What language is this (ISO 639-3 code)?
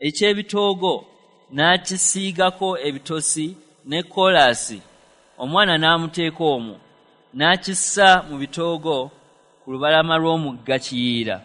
lug